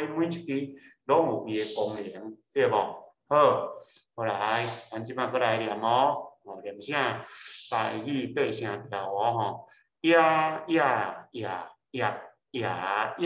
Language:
Min Nan Chinese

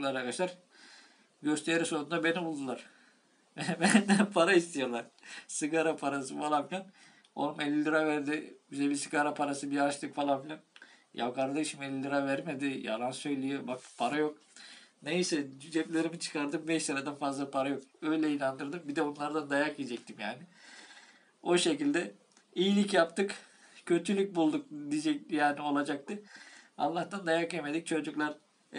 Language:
Turkish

